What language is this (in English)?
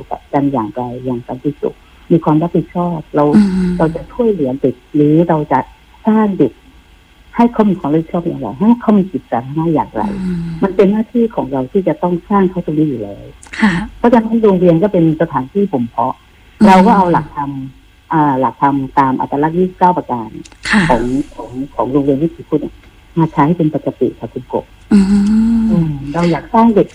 Thai